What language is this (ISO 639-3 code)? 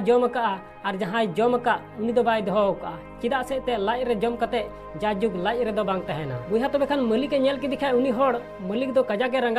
sat